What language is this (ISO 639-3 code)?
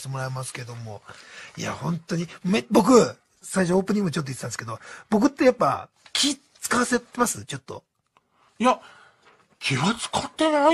jpn